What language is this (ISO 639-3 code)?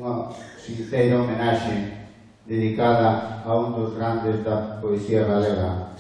glg